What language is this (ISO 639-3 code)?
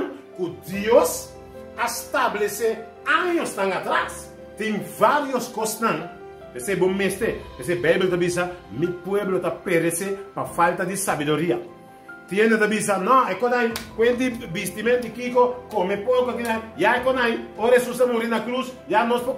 pap